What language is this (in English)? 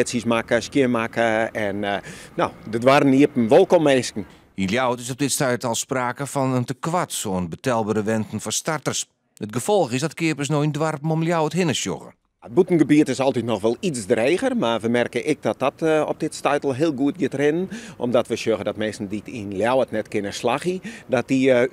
Western Frisian